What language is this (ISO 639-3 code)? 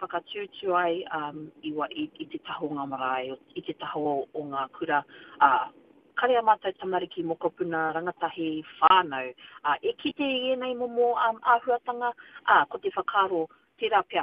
mri